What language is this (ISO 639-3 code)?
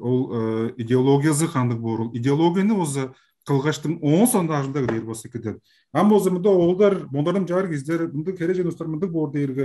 tyv